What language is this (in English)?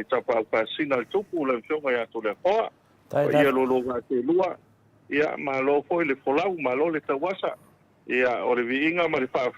Samoan